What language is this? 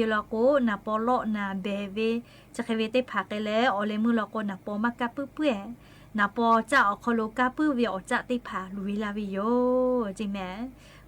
Lahu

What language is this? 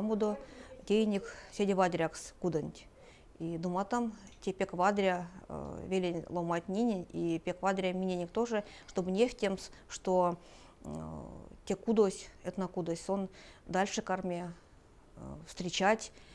Erzya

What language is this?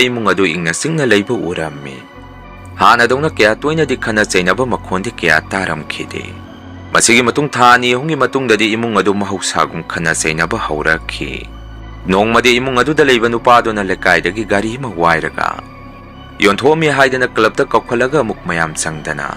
Manipuri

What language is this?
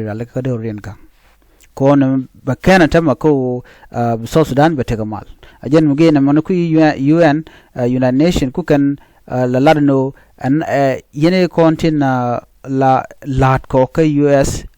Nuer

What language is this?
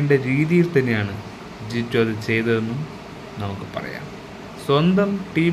Malayalam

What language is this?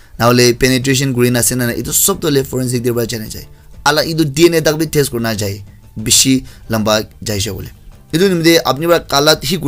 Naga Pidgin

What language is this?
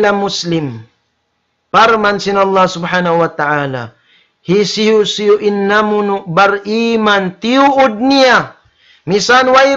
Tausug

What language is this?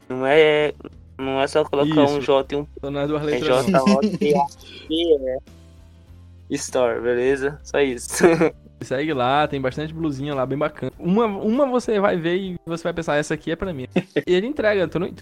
Portuguese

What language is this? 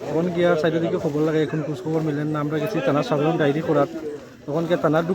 Sylheti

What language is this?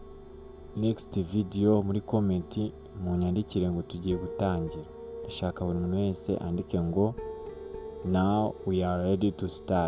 Kinyarwanda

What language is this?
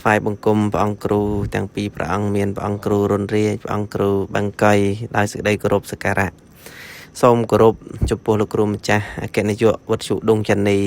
Khmer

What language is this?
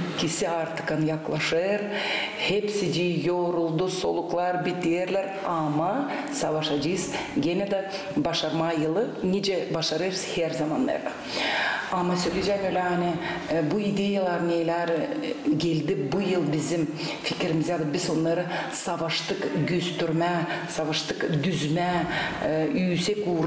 Gagauz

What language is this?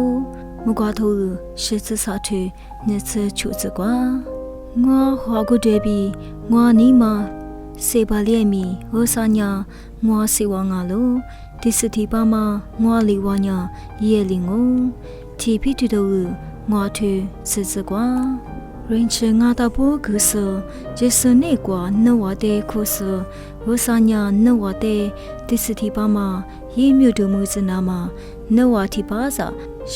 Lisu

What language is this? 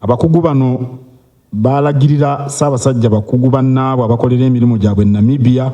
Ganda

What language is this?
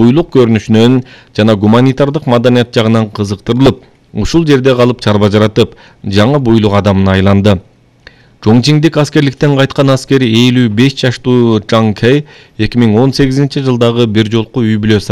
Kyrgyz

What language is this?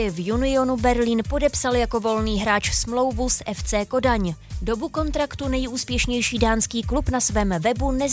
Czech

